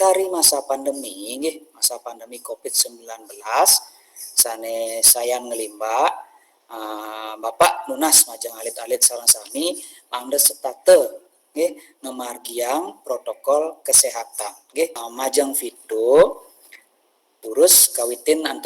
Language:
Balinese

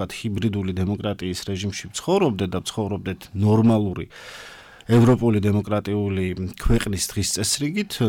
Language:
Georgian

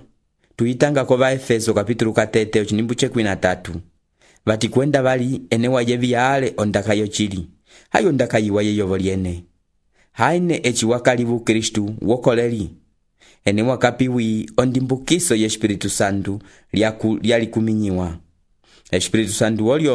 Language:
Umbundu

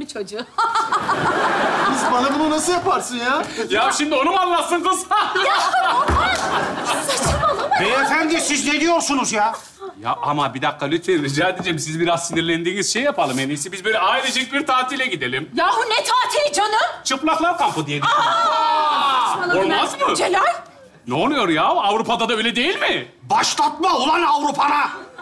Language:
Turkish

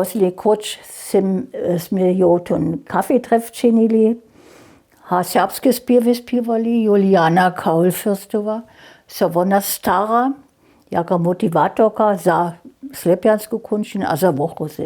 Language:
Upper Sorbian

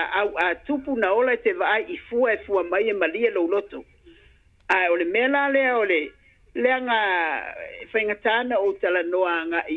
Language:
Samoan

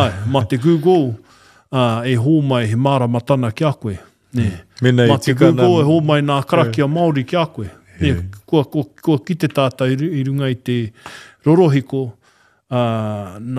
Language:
Māori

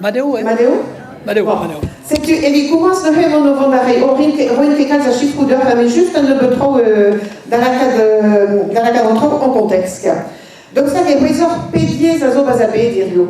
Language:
Breton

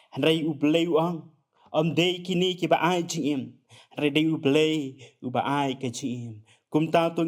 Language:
Khasi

